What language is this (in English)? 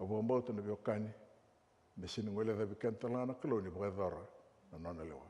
Fijian